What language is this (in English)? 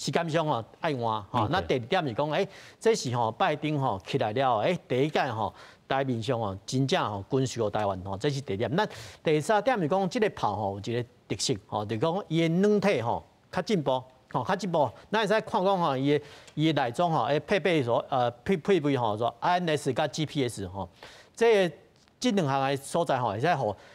Min Nan Chinese